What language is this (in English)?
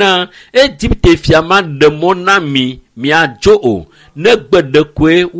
Ewe